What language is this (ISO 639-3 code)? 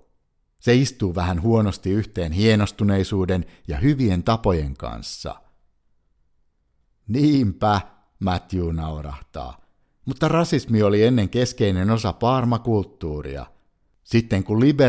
fin